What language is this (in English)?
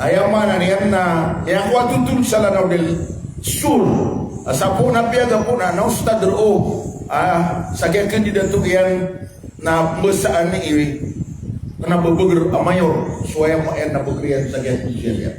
Maranao